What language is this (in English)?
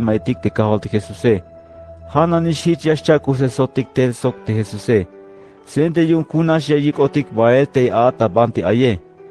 Tzeltal